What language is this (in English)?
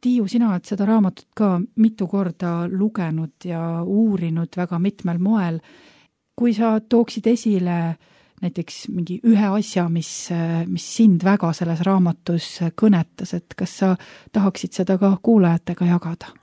Estonian